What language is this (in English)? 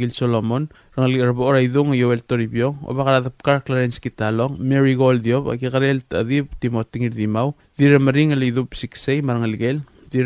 Palauan